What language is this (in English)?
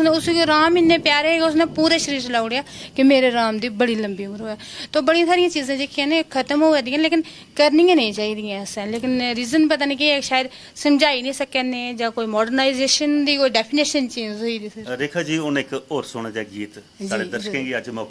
Dogri